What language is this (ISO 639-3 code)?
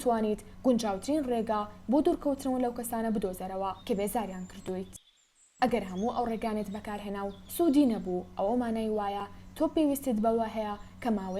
ckb